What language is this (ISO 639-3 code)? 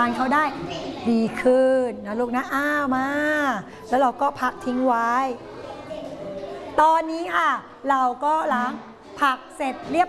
tha